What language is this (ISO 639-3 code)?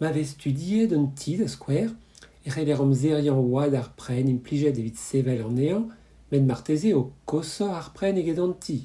bre